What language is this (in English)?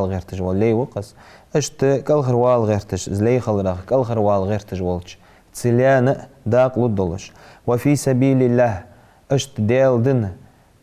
Ingush